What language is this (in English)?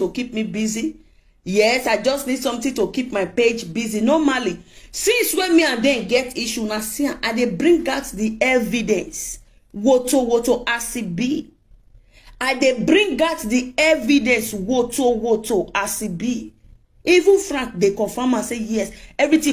Nigerian Pidgin